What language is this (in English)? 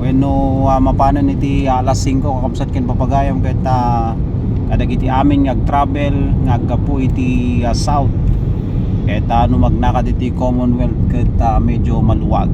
Iloko